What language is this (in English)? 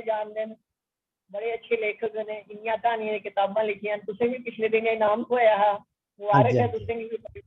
Dogri